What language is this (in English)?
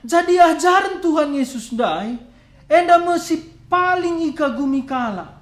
Batak Karo